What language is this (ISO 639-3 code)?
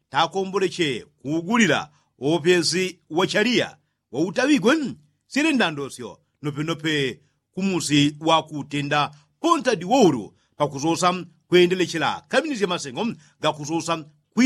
yao